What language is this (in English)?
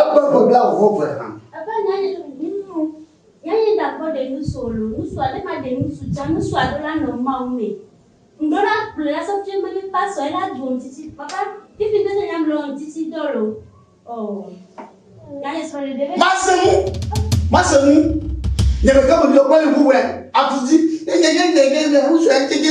Ewe